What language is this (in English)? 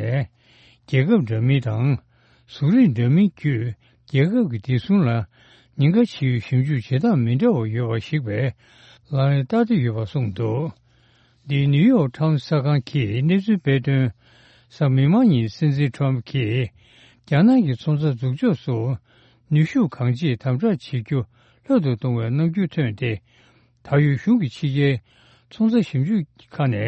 Tibetan